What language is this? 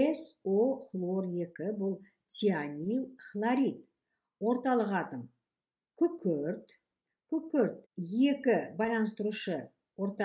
Kazakh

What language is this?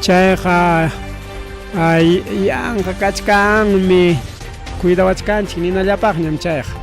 Ayacucho Quechua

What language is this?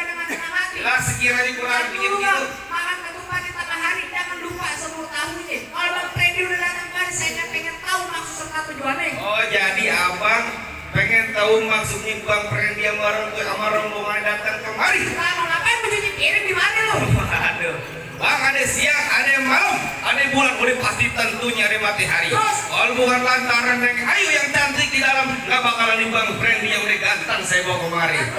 Betawi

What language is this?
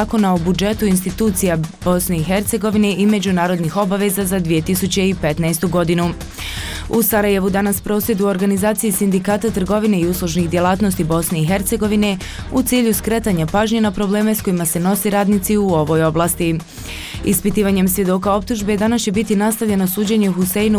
Bosnian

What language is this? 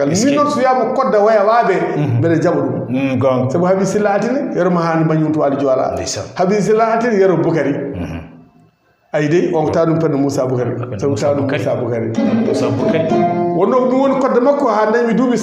Fula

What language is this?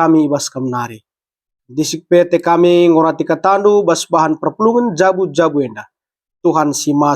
Batak Karo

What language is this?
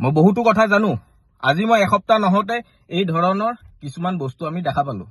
Assamese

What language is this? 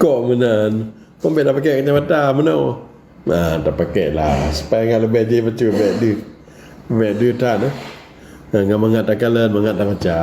Achinese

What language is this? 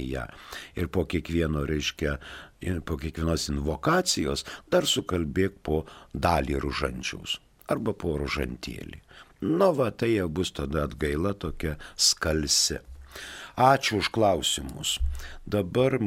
Lithuanian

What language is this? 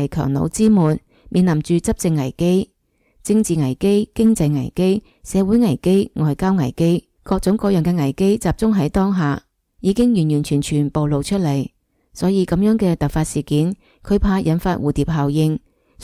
Cantonese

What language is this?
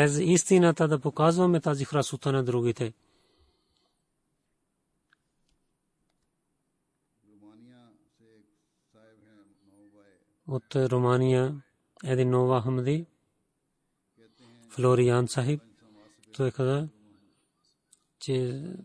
Bulgarian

